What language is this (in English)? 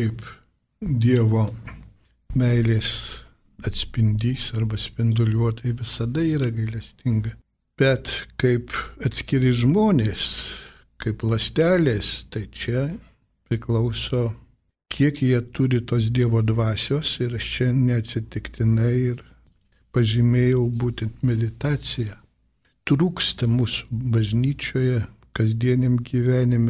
Lithuanian